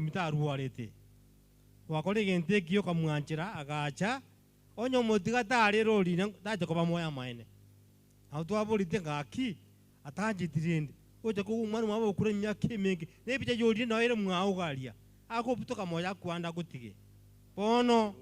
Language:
Gusii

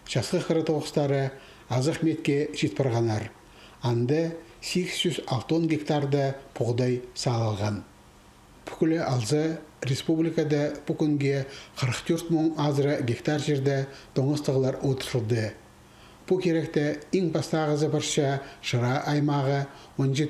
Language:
Khakas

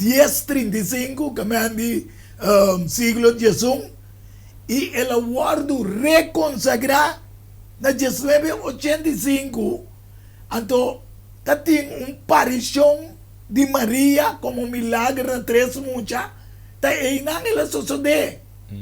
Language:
Papiamento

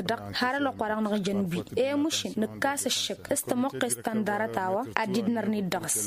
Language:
Tamasheq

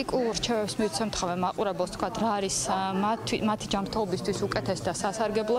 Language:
Georgian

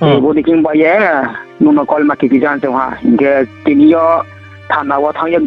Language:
Riang (India)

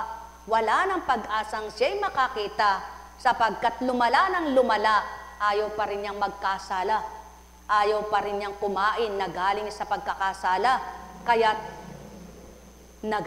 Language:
Filipino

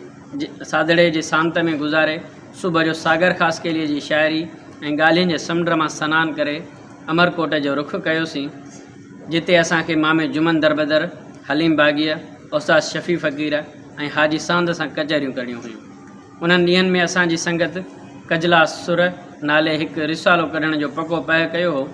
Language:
Sindhi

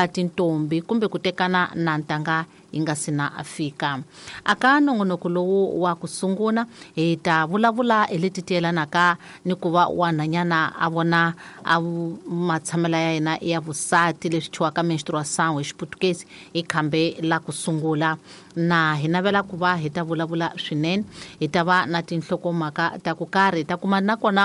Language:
Tsonga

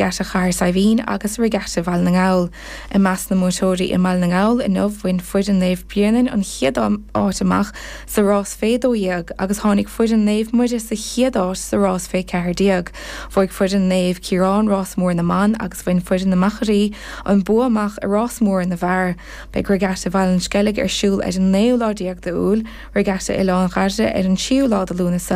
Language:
Irish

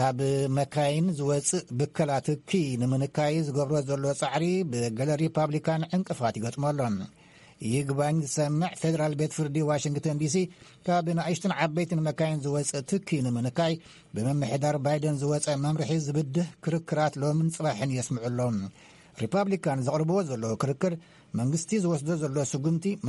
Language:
Tigrinya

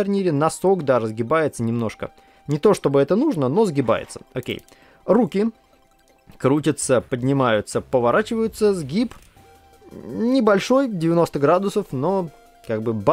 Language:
Russian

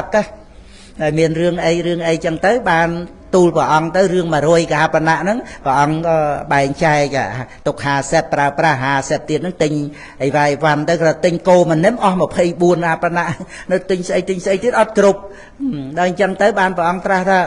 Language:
Khmer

